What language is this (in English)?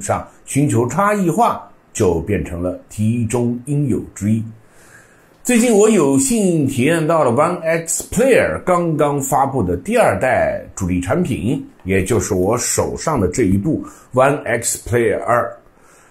Chinese